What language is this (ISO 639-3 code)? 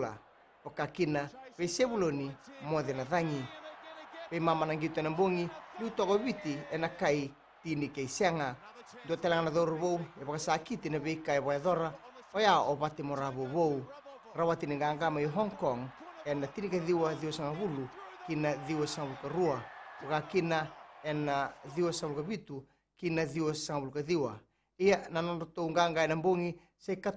fij